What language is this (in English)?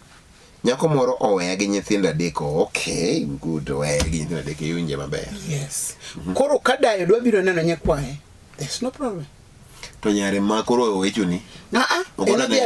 Luo (Kenya and Tanzania)